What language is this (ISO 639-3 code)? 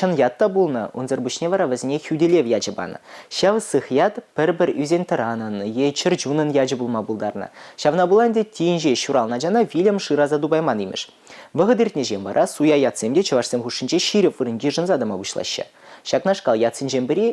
chv